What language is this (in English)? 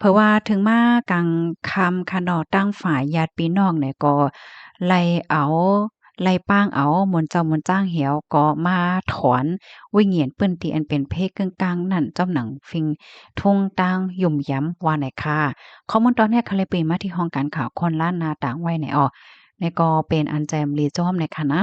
Shan